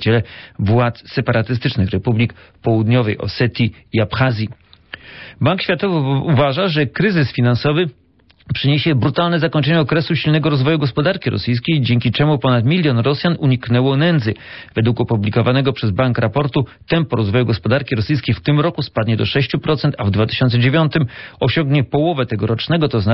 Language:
Polish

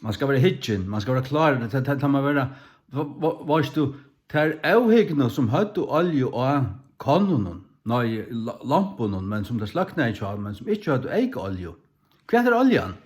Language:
Faroese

